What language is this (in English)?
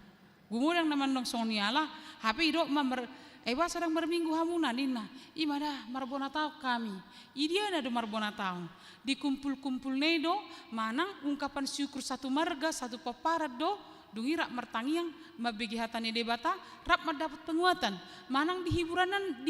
Batak Toba